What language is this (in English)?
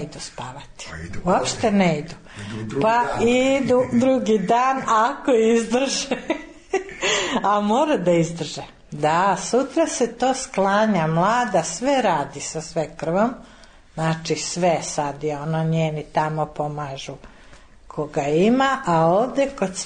Serbian